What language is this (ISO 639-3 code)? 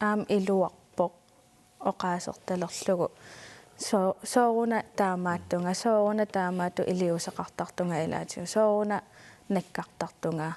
kal